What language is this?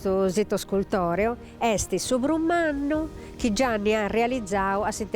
Sardinian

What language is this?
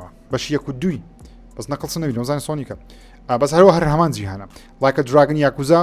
Central Kurdish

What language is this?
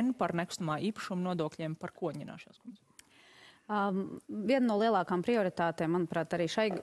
Latvian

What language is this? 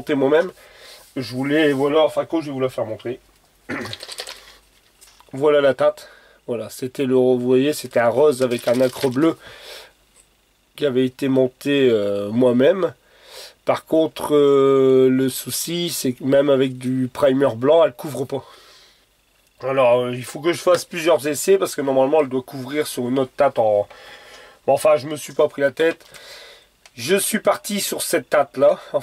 French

